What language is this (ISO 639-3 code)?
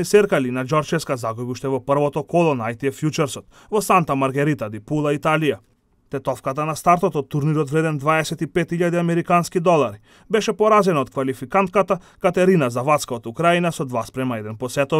mkd